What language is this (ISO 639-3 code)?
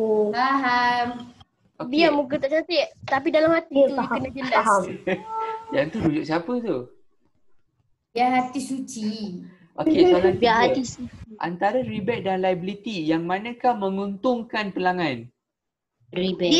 msa